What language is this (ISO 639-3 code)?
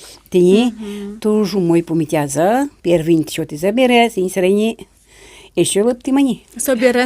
udm